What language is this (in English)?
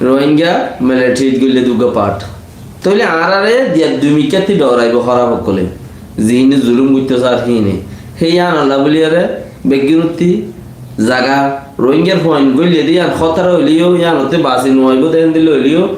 Rohingya